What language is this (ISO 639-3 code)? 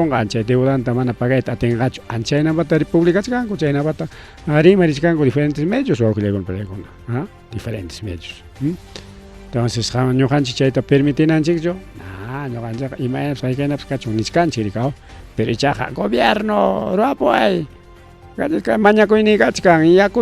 quy